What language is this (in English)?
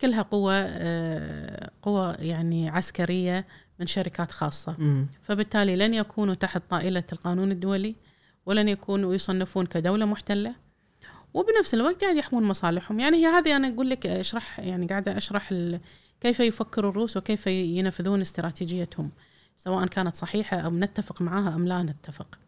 Gulf Arabic